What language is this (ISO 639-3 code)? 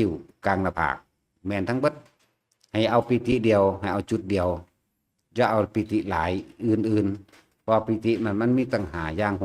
tts